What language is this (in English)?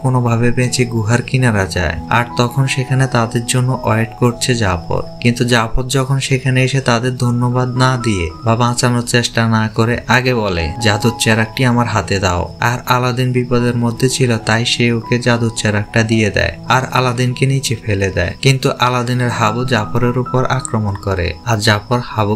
Bangla